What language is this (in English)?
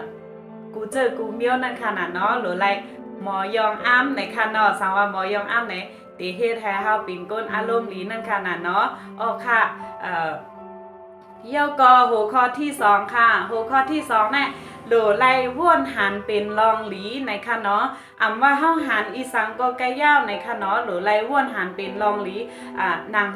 Shan